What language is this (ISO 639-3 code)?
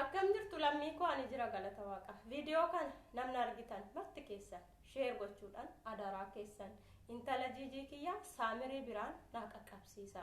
orm